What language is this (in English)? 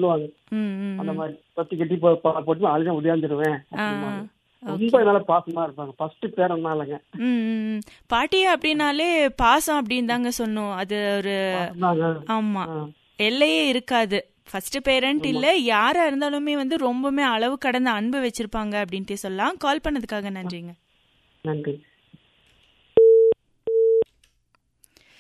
Tamil